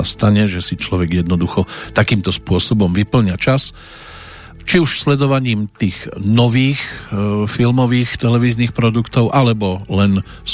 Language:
Slovak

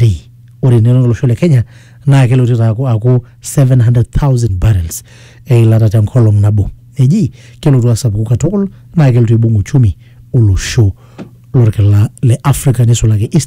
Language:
Masai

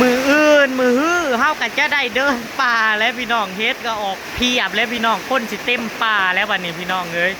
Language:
Northeastern Thai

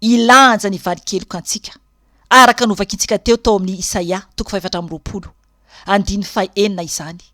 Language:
Malagasy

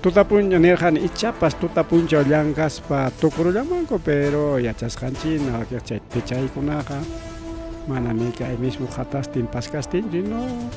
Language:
Ayacucho Quechua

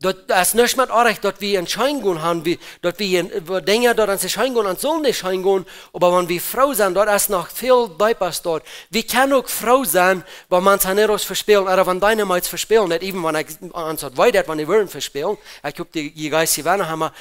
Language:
Plautdietsch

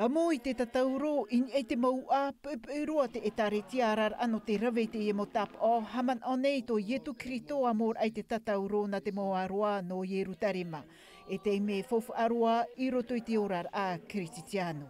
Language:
Tahitian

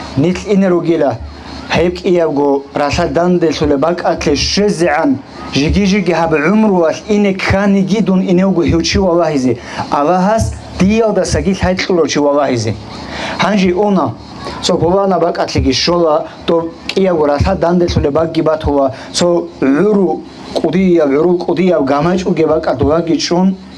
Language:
Avaric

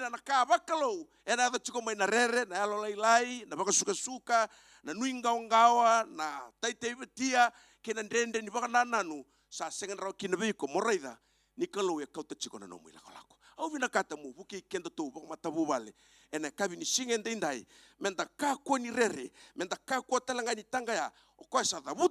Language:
Fijian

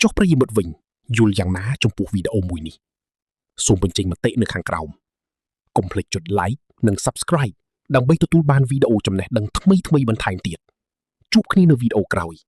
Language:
Khmer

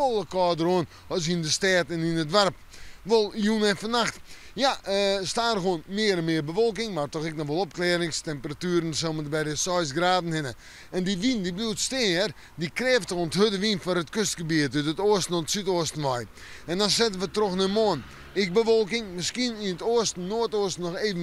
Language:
Western Frisian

